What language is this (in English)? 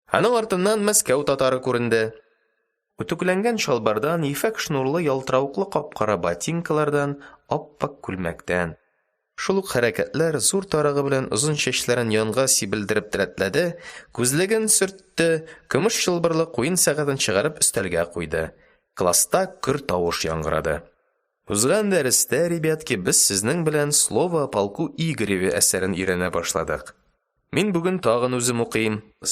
Tatar